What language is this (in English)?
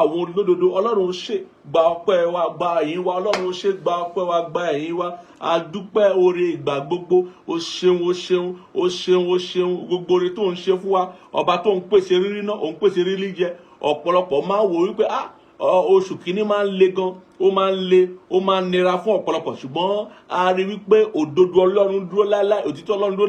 Yoruba